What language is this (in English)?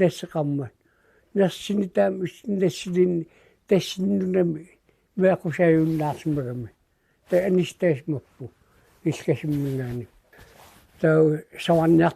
Kalaallisut